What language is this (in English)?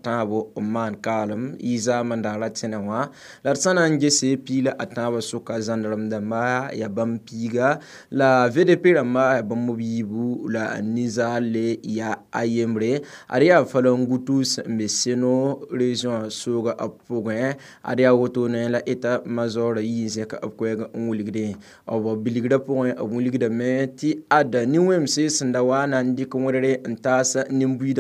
Mossi